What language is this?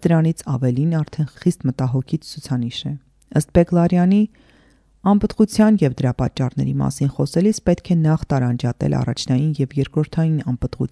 Armenian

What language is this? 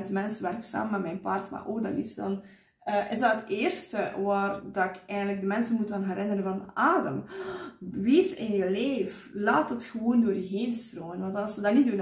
Dutch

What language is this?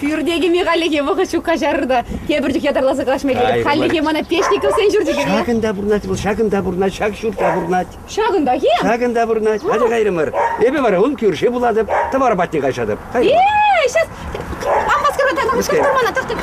Chuvash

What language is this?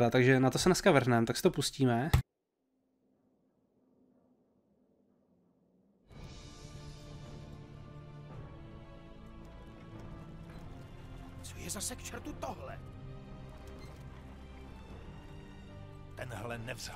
Czech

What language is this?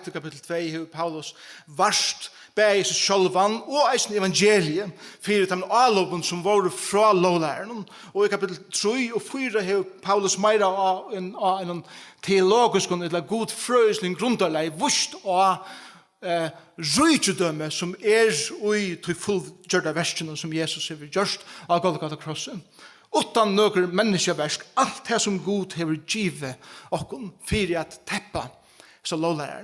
Faroese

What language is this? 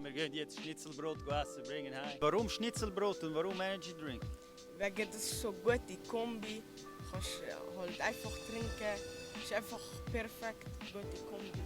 Swiss German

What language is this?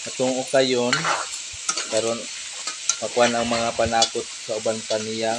Cebuano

